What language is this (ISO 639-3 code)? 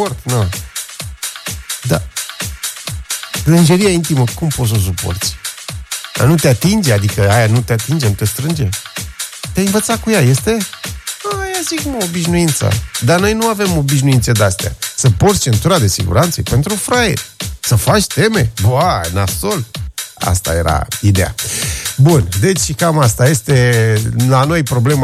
ron